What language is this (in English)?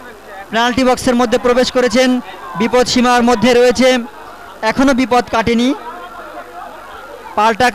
Bangla